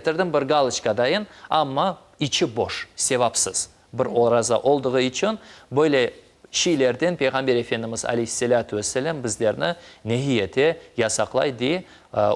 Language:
Crimean Tatar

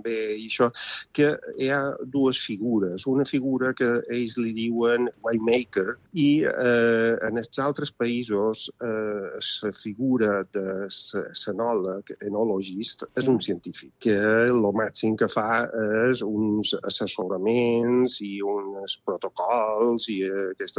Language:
Catalan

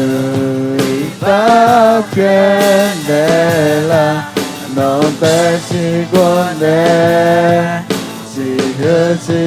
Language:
Akha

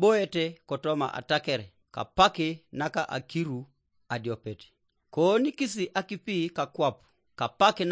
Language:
Teso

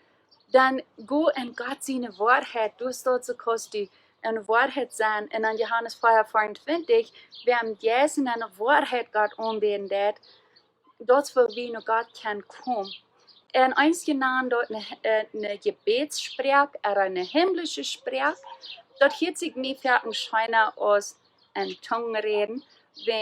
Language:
Plautdietsch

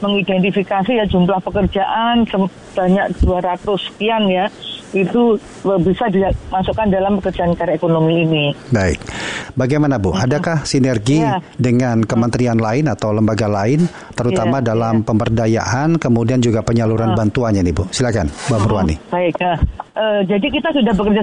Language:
Indonesian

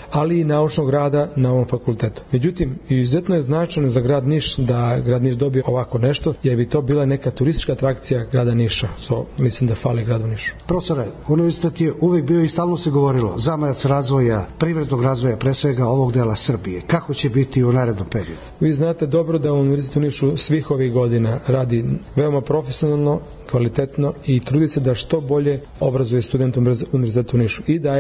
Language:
Serbian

